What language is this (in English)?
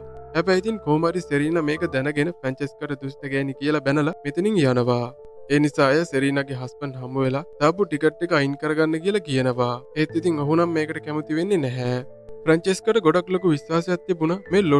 Sinhala